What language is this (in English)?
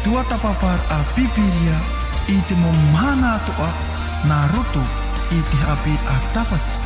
Tahitian